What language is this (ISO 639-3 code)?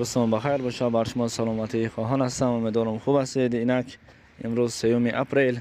tgk